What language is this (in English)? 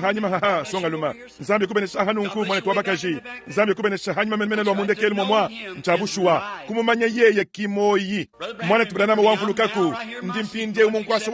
Luba-Lulua